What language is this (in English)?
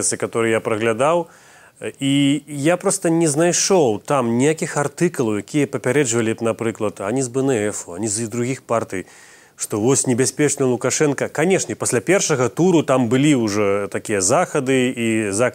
Belarusian